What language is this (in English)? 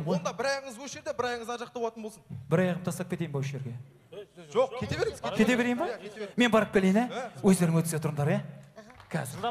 Kazakh